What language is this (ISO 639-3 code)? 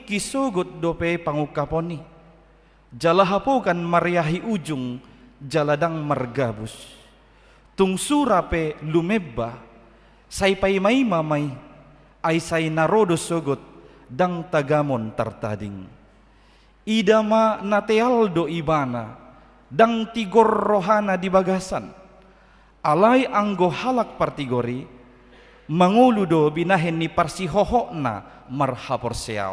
bbc